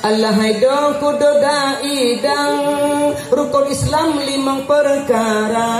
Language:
Achinese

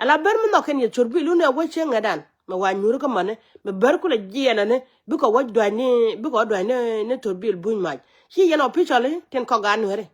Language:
Nuer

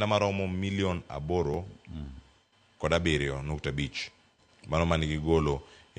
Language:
Luo (Kenya and Tanzania)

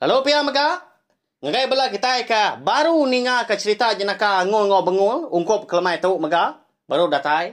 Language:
Iban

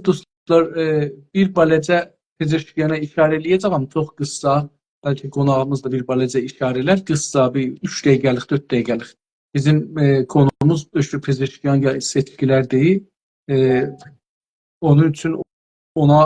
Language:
South Azerbaijani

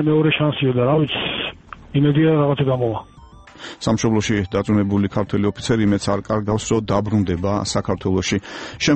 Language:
Georgian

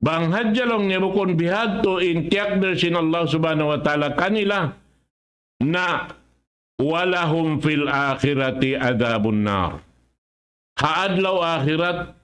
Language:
Tausug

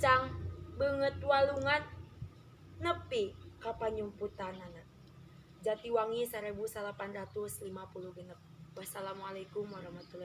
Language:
Sundanese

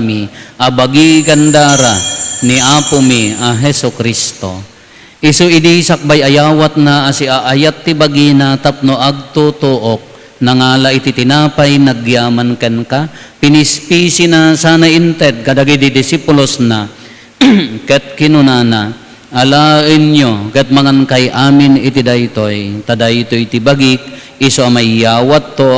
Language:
Iloko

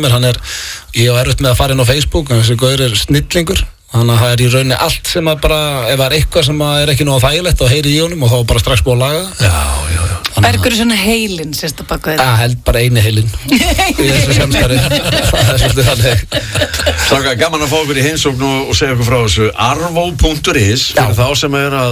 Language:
Icelandic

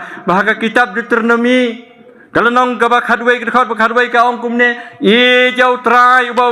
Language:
Khasi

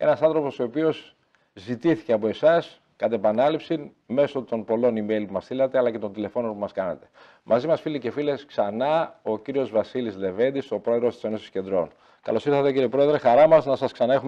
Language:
Greek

